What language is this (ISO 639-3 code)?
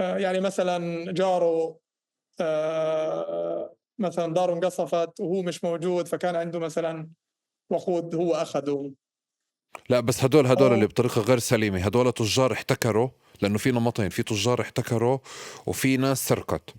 apc